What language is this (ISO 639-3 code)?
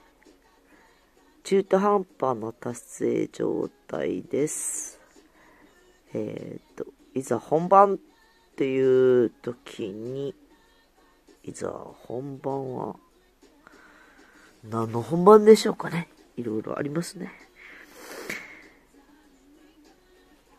jpn